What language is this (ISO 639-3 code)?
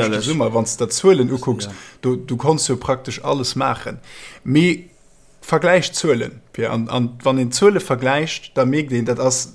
ltz